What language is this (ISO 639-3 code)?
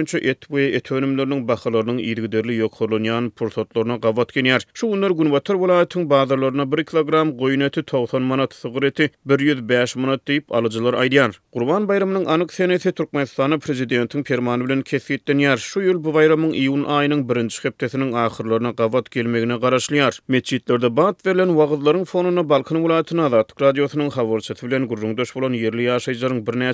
tuk